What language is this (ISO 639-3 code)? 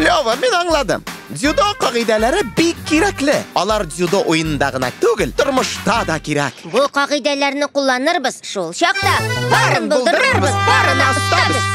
tat